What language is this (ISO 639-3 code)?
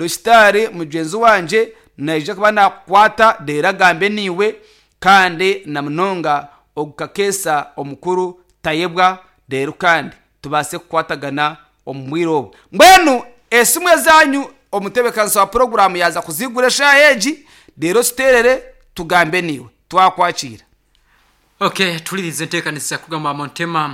nyn